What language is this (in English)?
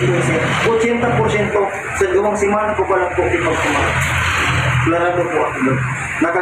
Bikol